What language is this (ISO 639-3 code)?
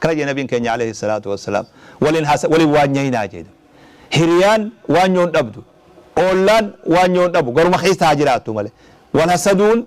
orm